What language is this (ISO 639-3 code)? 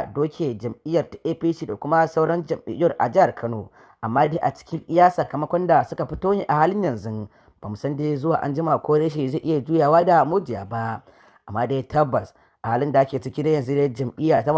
hau